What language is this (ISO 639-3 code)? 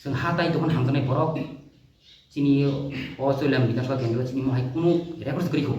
trp